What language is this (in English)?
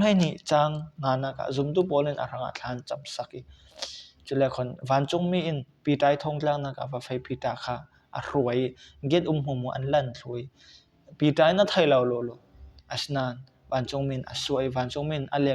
Falam Chin